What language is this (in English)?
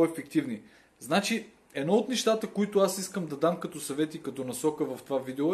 Bulgarian